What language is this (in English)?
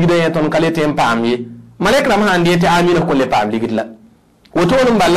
Mossi